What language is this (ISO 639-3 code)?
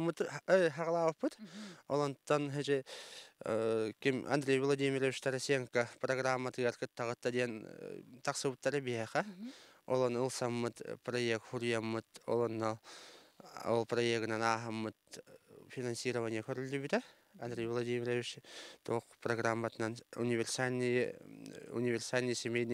sah